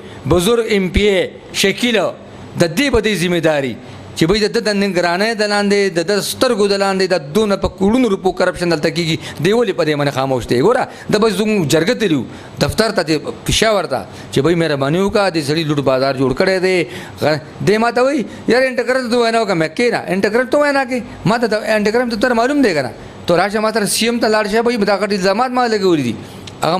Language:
Pashto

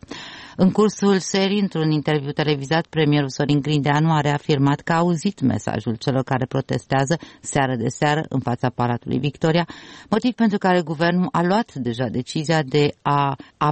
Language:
Romanian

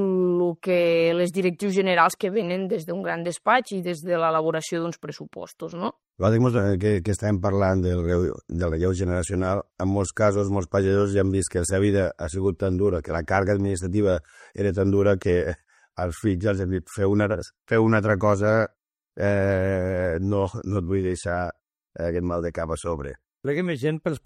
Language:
Catalan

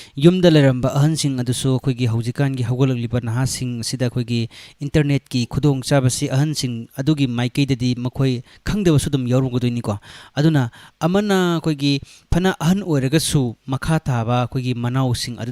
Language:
Manipuri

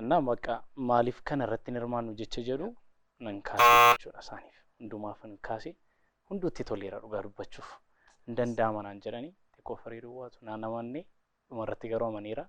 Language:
Oromo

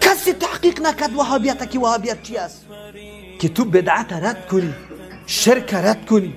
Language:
Persian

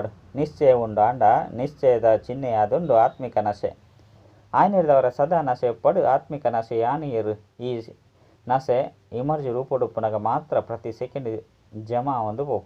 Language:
Tulu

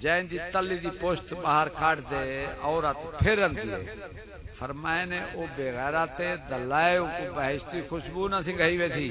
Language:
Saraiki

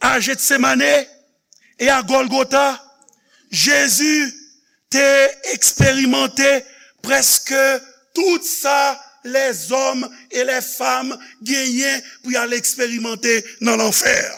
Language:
Haitian Creole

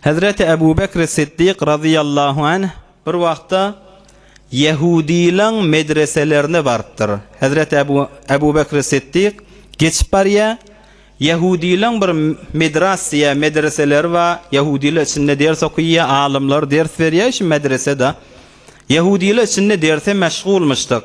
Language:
Turkmen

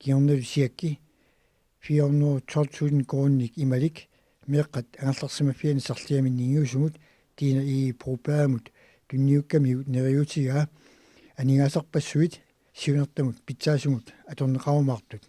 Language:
Kalaallisut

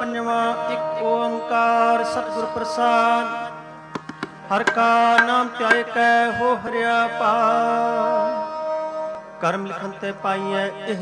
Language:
Punjabi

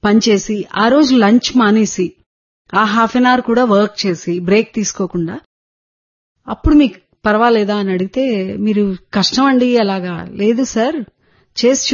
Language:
Telugu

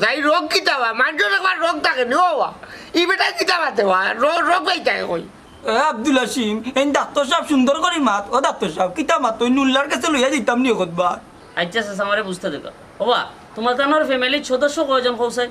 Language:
Sylheti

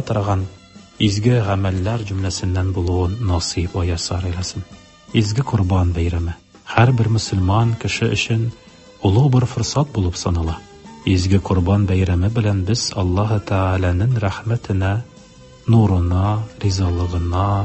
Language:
Tatar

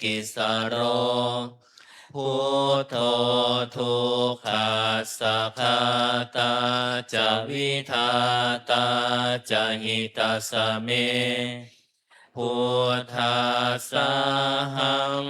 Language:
Pali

